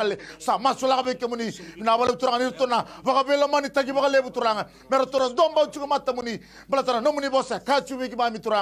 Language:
Fijian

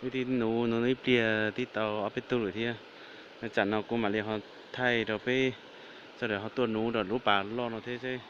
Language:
Hmong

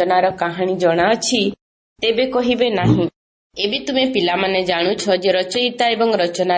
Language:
Odia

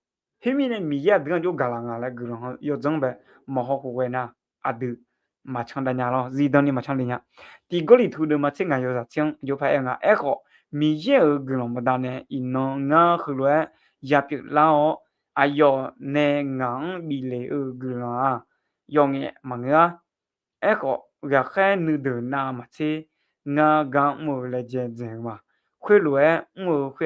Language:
Akha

